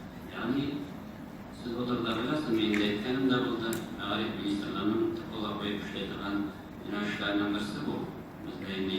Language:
Tatar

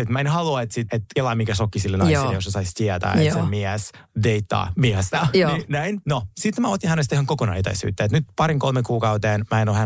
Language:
Finnish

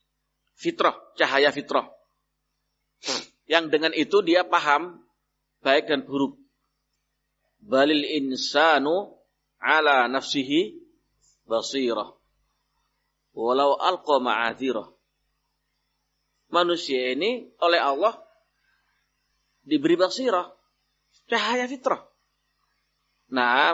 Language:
Indonesian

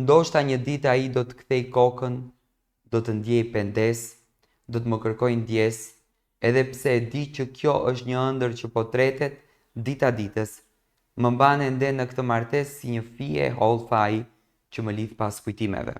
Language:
Albanian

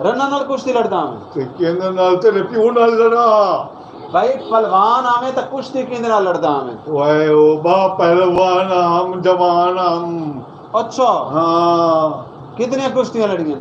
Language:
Saraiki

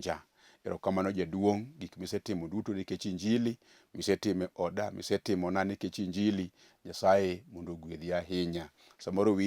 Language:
Luo (Kenya and Tanzania)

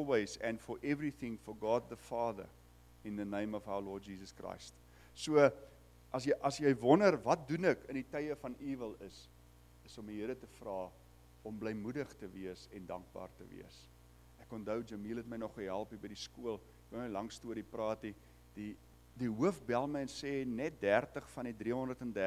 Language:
Afrikaans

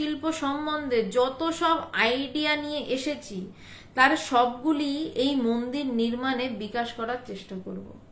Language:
Bangla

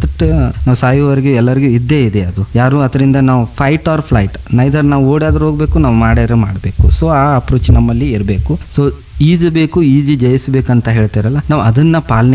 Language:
Kannada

